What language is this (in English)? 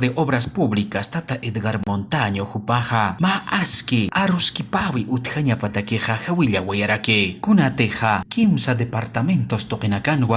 Aymara